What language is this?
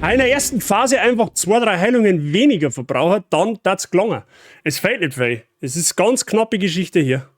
Bavarian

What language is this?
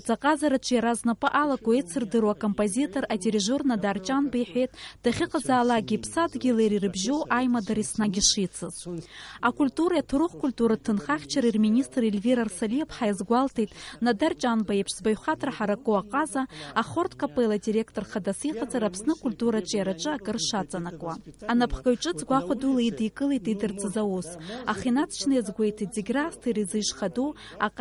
Abkhazian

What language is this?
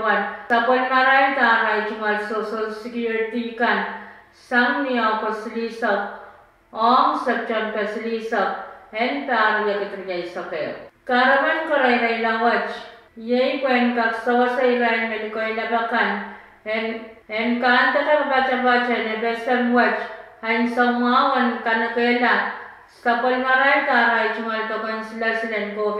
Pohnpeian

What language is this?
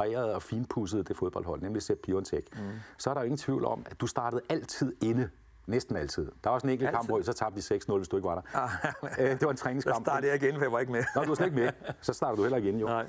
Danish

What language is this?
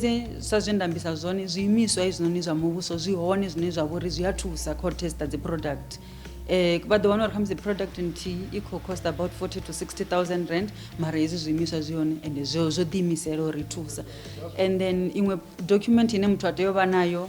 Venda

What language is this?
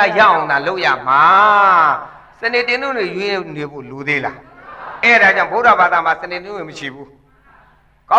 Burmese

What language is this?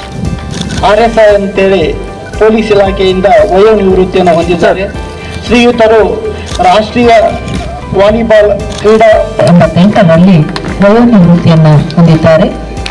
Kannada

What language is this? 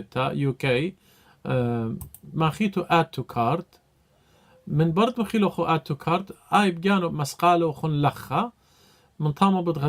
Assyrian Neo-Aramaic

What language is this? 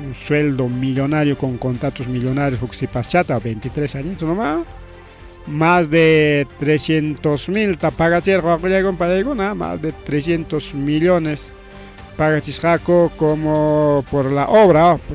Ayacucho Quechua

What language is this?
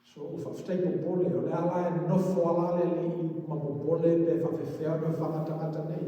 Samoan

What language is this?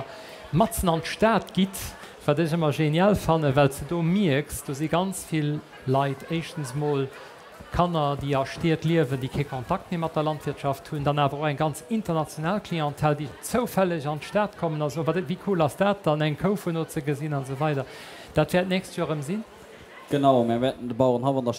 Luxembourgish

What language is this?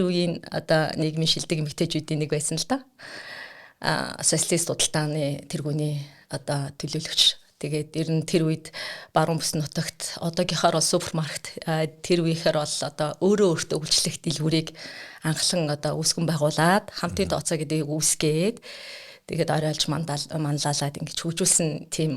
Mongolian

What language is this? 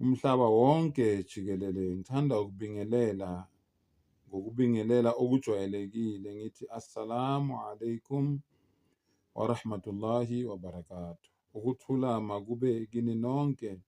Zulu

